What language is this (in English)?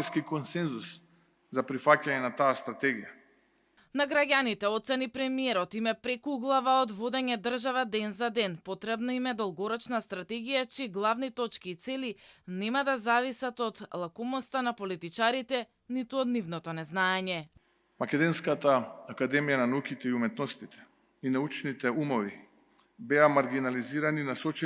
Macedonian